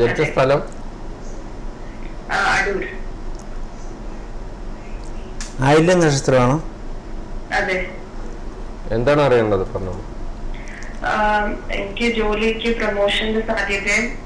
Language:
Malayalam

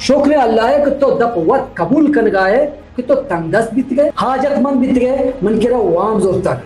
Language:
Baluchi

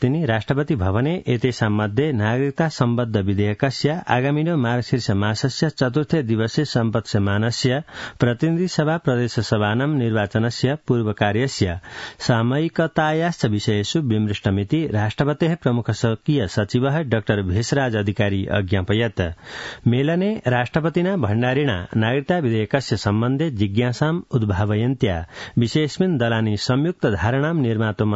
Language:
Sanskrit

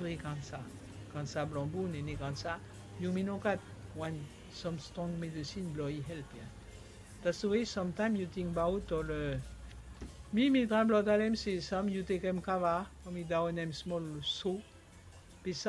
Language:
Bislama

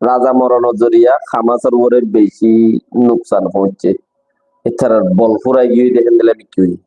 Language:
Rohingya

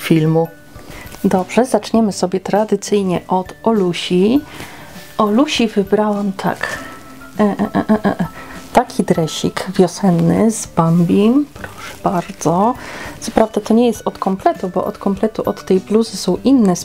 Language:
Polish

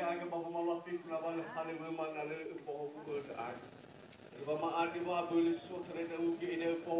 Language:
Nias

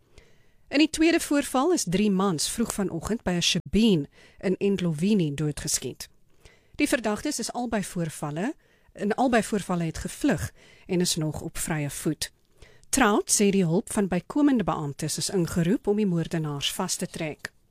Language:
Afrikaans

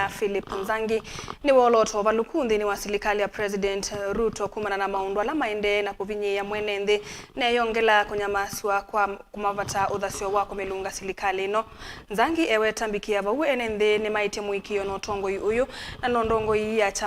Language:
Kamba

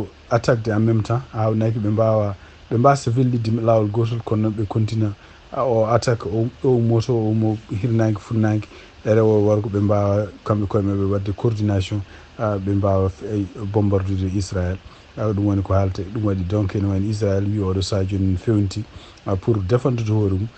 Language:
Fula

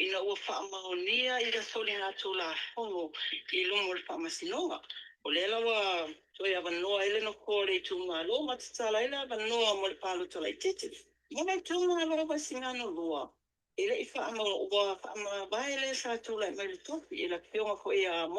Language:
Samoan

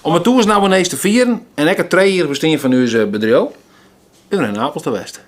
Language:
Western Frisian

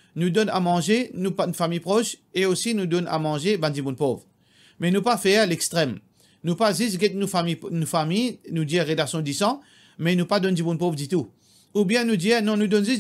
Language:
Morisyen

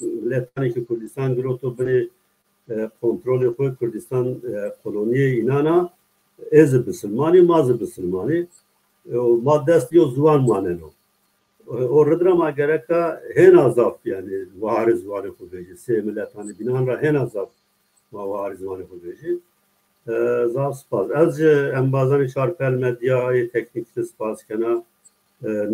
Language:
Zaza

